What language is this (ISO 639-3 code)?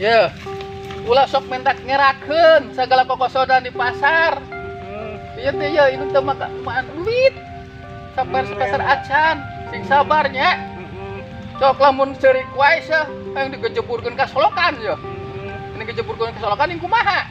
sun